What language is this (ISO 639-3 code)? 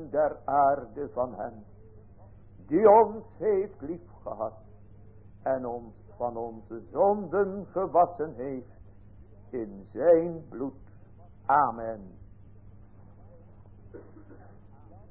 nld